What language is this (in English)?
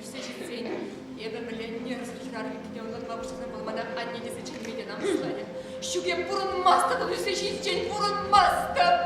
Chuvash